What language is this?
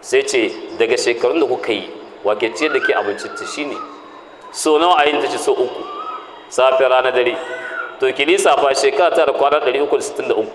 Hausa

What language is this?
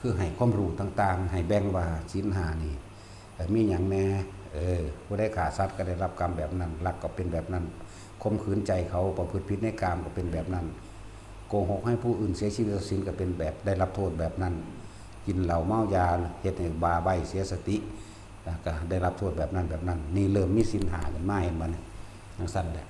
Northeastern Thai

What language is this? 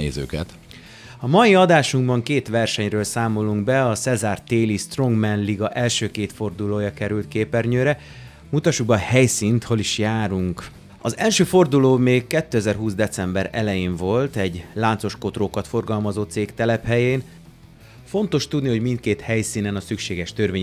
Hungarian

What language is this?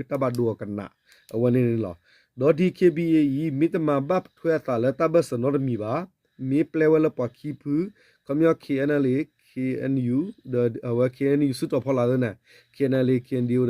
S'gaw Karen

